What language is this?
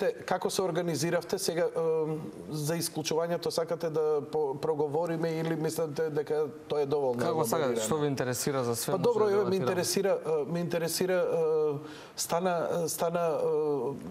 Macedonian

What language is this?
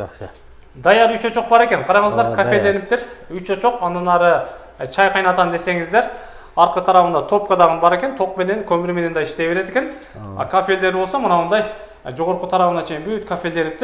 Kyrgyz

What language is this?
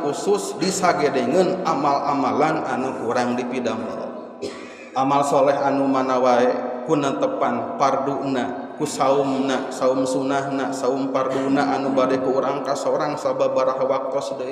Sundanese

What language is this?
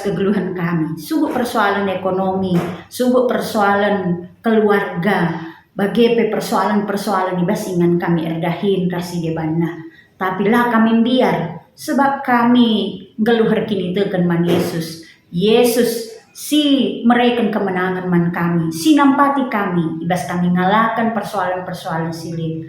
Batak Karo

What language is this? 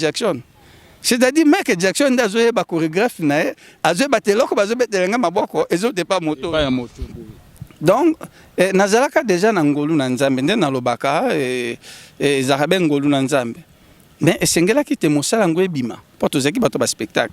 Lingala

